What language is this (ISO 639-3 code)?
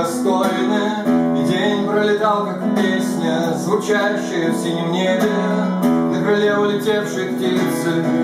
rus